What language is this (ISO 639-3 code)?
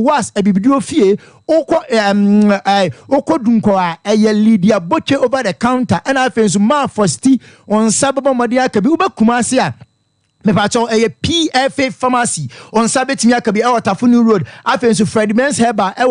aka